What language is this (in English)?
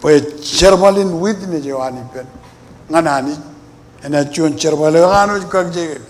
Marshallese